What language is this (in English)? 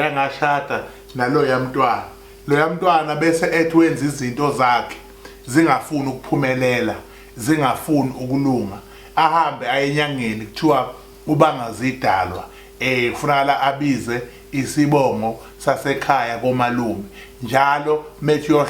Zulu